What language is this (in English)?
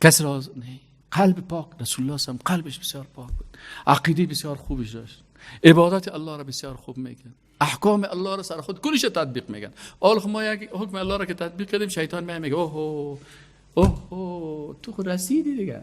Persian